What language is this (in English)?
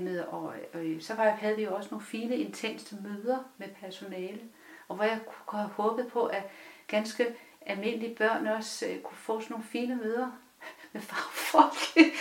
Danish